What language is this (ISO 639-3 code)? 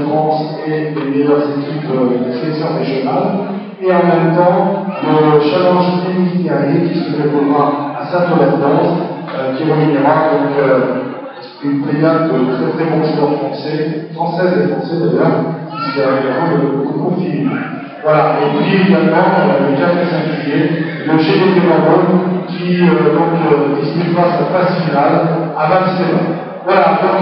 fra